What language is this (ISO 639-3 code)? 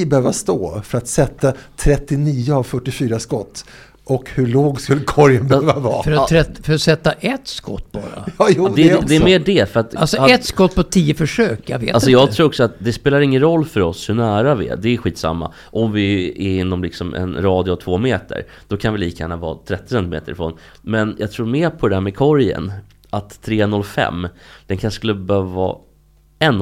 swe